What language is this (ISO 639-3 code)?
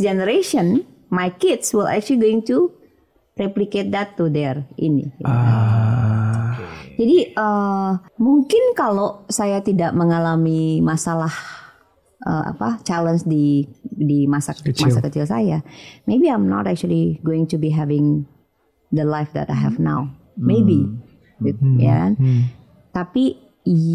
ind